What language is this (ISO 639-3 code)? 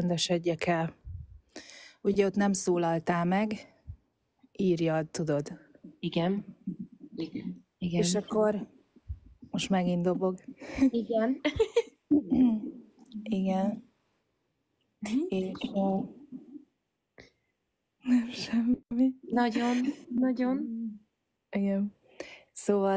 hun